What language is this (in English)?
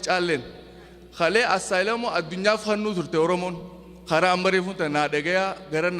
Oromo